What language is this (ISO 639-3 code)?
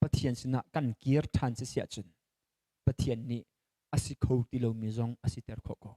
cnh